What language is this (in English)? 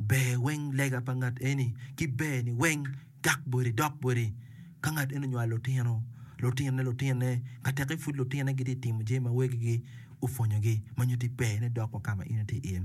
Acoli